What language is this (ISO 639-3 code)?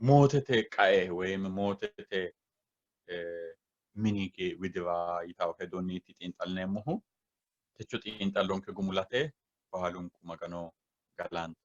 sid